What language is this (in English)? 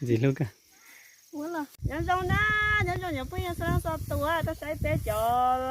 Hmong